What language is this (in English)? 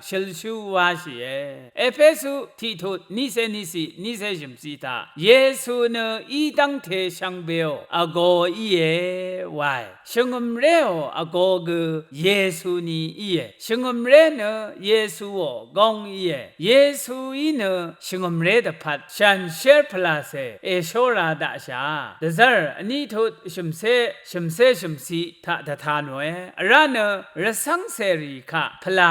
Rawang